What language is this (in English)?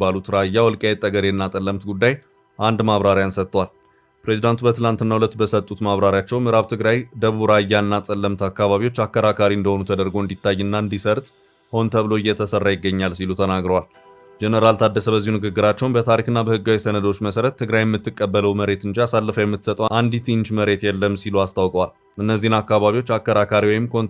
Amharic